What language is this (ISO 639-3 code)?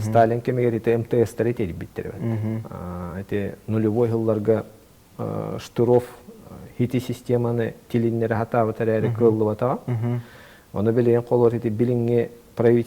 sah